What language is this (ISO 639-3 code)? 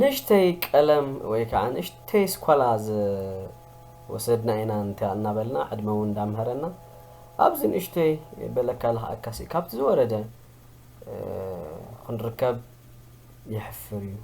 tir